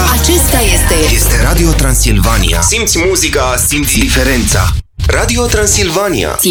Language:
Romanian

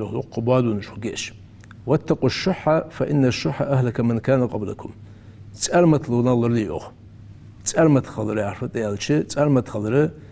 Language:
Ingush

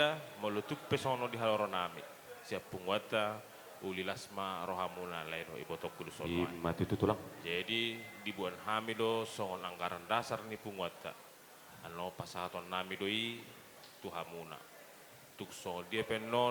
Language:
Batak Toba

